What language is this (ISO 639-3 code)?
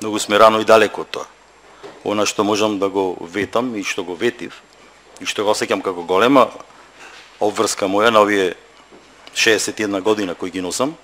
mkd